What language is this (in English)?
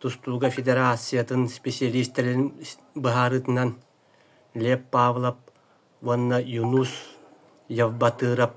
Yakut